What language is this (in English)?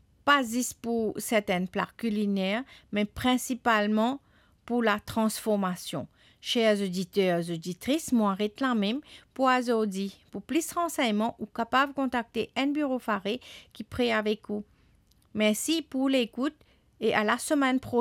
Morisyen